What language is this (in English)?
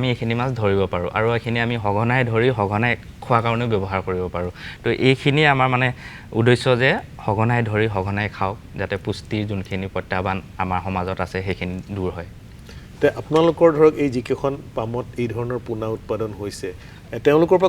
Assamese